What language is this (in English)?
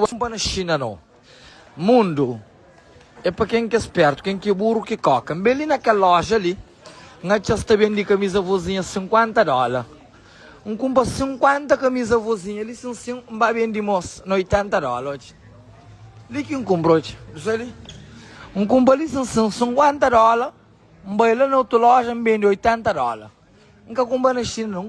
Kabuverdianu